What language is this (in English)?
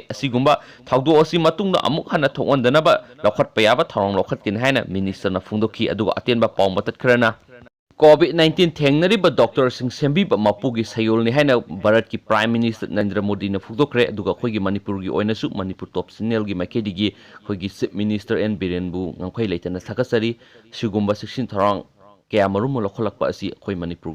Manipuri